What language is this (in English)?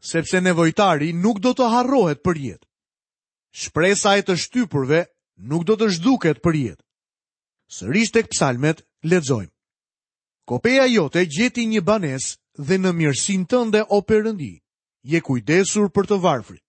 Albanian